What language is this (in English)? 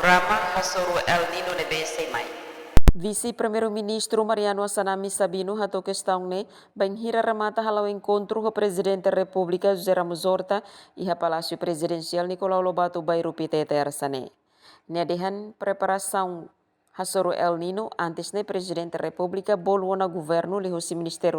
Tetum